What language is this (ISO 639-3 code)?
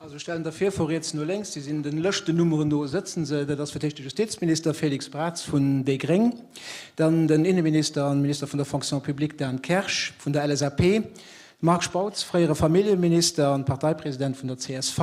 ltz